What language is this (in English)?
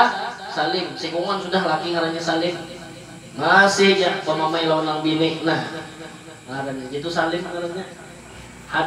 Banjar